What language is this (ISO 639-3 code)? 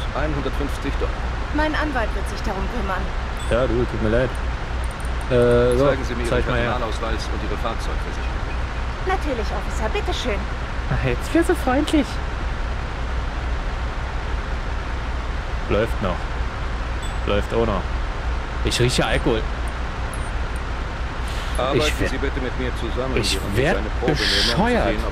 deu